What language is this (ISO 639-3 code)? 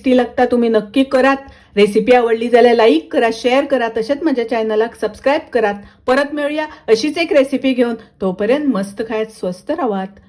kok